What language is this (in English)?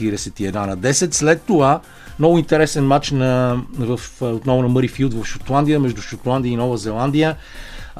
Bulgarian